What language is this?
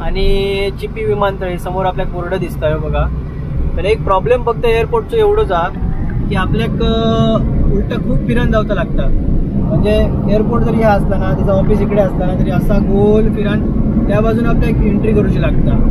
Konkani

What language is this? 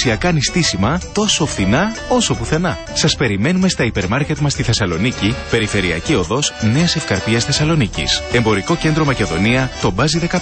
Greek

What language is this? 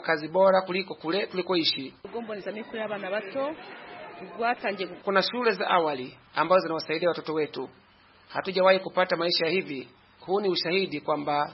Swahili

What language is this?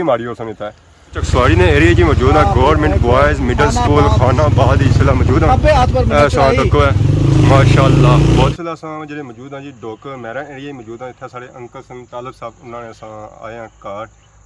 Pahari-Potwari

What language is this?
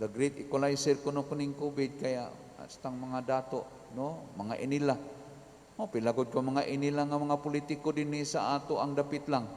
Cebuano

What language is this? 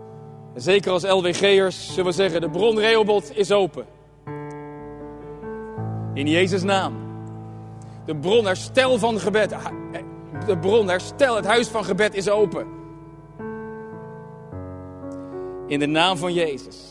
Dutch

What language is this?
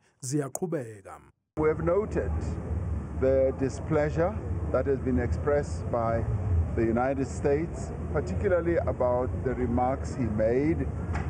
Zulu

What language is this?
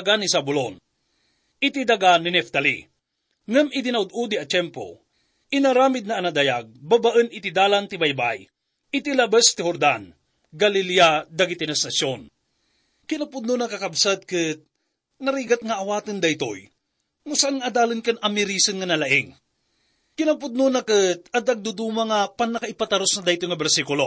Iloko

